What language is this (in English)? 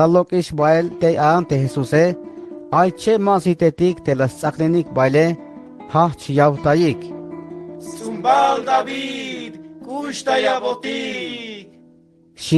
Tzeltal